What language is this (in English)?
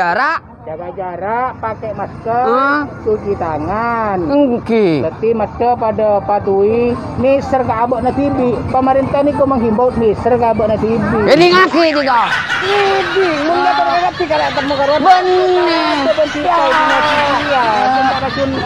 Madurese